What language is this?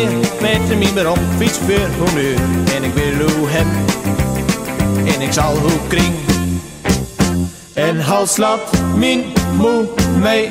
Dutch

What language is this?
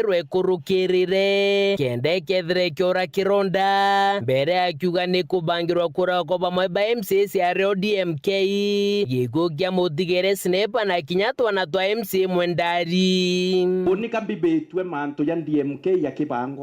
Meru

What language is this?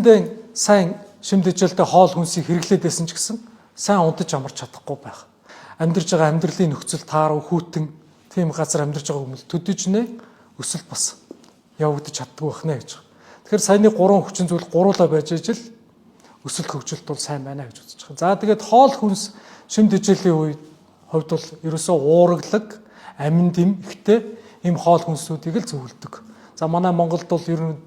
Mongolian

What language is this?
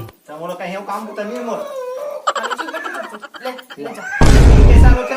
Chhattisgarhi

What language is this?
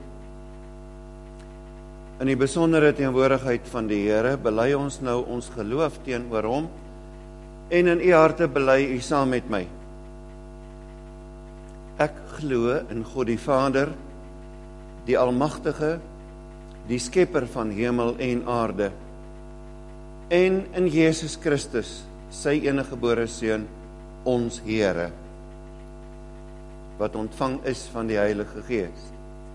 Afrikaans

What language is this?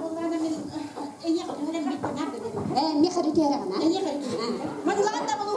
Yakut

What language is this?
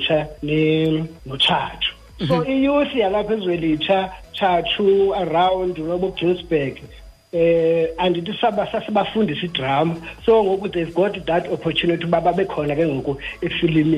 Xhosa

